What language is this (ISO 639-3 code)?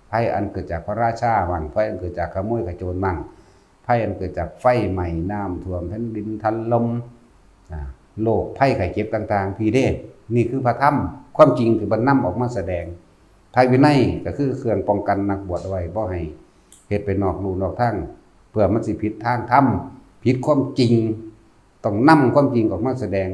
tts